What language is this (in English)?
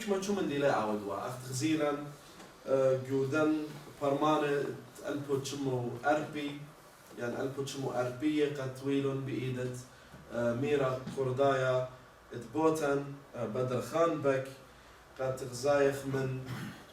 Assyrian Neo-Aramaic